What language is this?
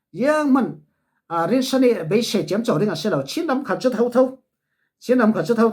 Falam Chin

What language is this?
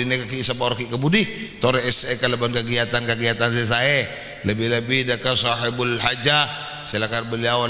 Madurese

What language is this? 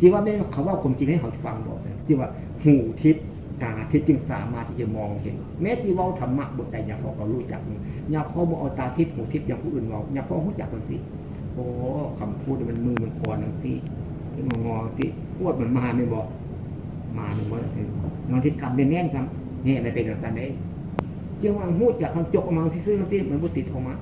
Northeastern Thai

